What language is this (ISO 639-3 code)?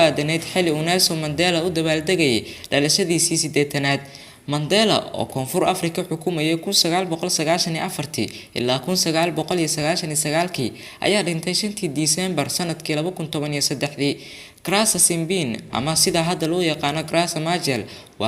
som